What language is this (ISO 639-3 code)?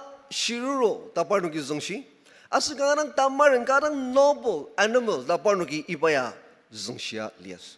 njo